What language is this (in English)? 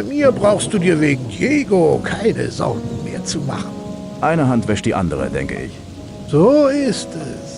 Bavarian